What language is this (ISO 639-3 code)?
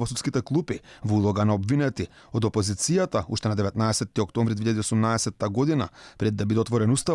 mkd